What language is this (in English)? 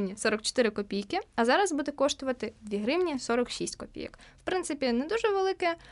Ukrainian